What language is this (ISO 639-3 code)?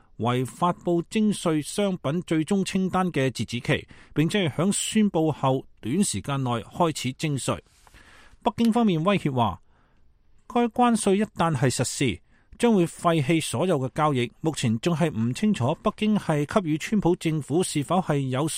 yue